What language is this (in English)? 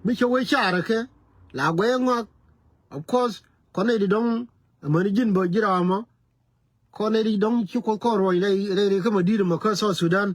Nuer